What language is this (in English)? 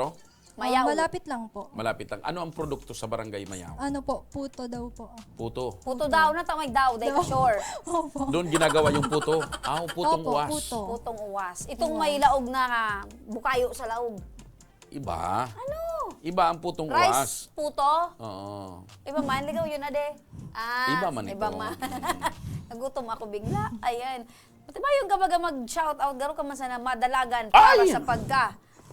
Bikol